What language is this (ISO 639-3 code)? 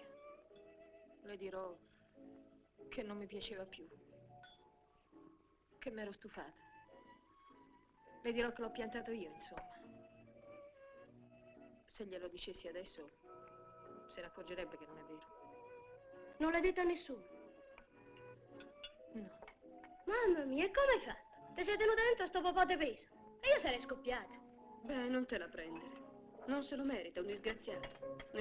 ita